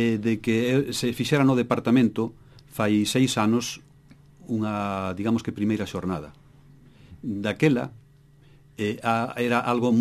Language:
Galician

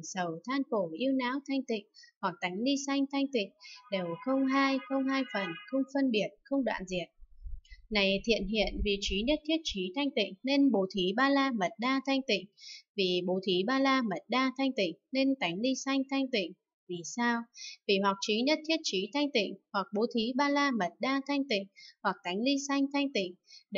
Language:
Vietnamese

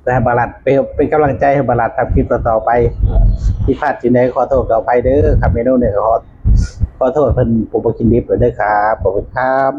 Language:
Northeastern Thai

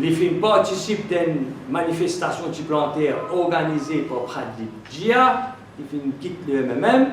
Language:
Morisyen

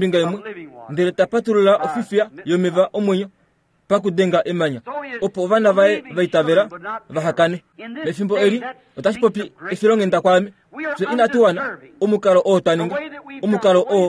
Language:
Kuanyama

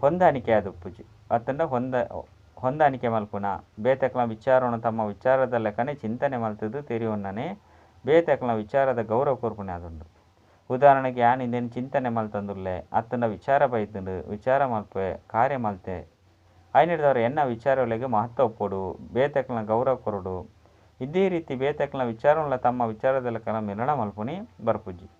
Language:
Tulu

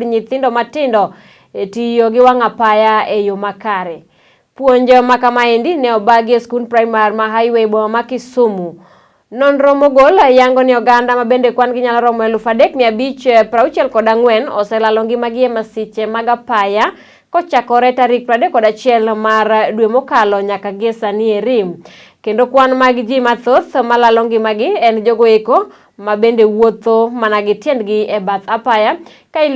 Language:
Luo (Kenya and Tanzania)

